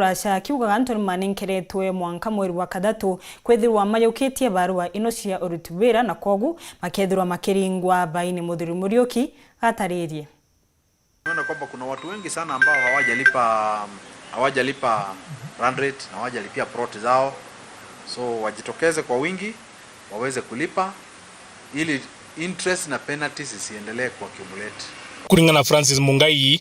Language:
Meru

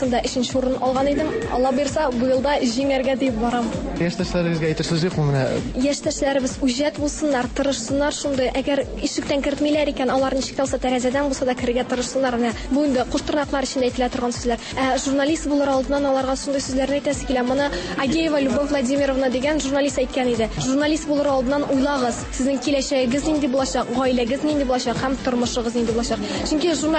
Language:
Tatar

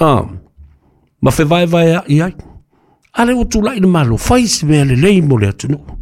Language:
Samoan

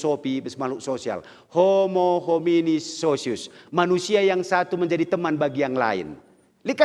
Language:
Batak Karo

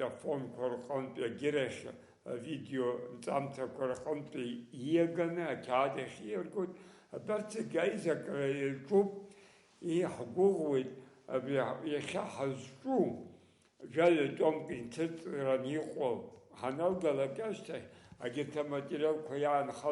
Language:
Abkhazian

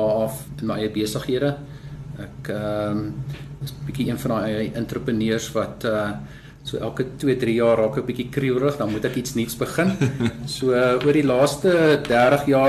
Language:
Afrikaans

